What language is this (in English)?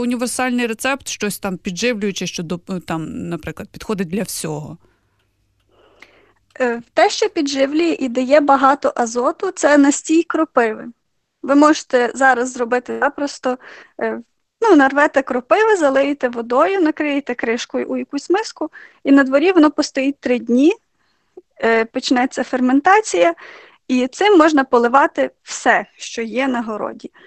Ukrainian